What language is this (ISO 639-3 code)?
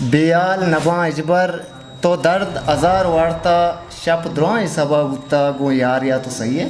bgp